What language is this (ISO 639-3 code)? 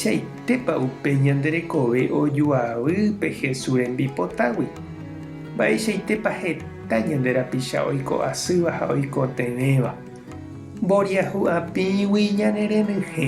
grn